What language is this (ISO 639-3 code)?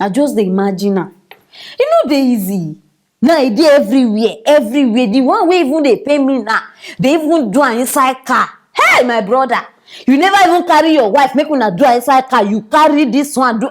pcm